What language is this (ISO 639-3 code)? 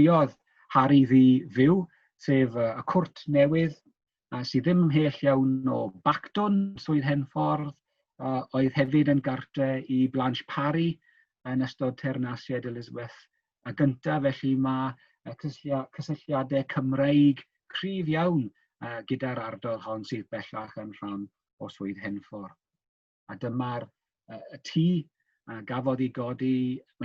cym